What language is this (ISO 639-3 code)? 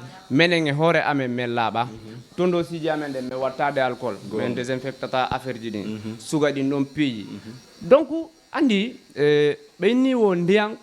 ful